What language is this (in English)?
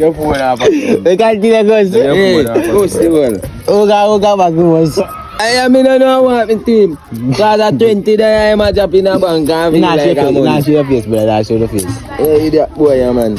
Jamaican Creole English